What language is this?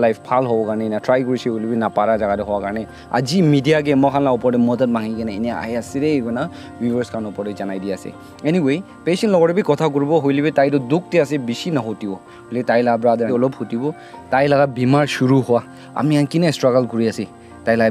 Naga Pidgin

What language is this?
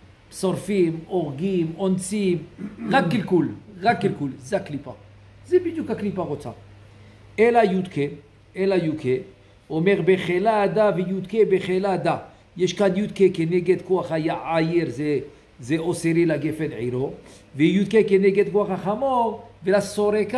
Hebrew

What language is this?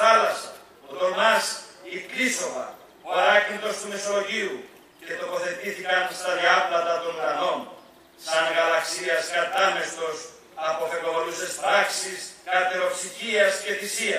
Greek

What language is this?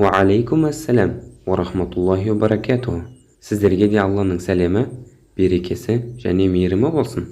Kazakh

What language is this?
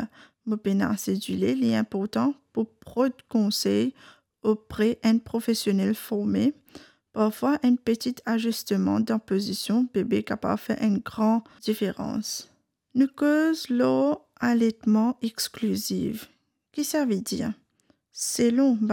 Morisyen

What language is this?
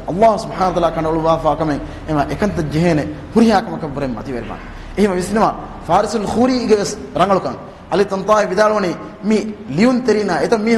Divehi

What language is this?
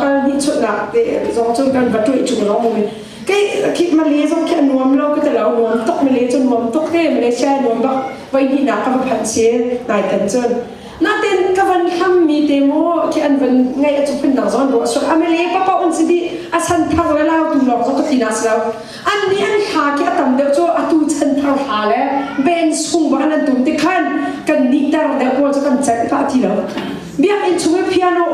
Hakha Chin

